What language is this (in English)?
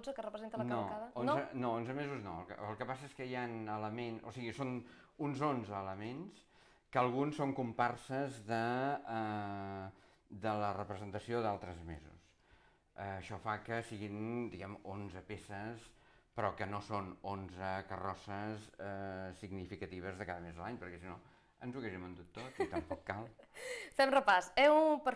Catalan